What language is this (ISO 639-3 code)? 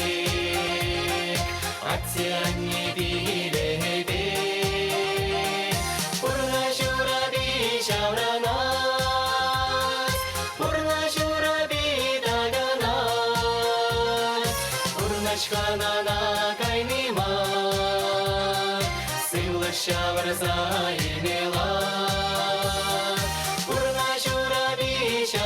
chv